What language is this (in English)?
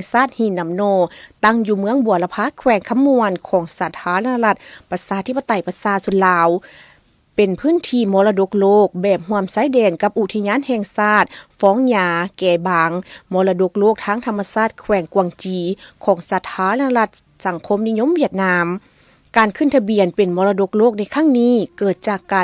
Lao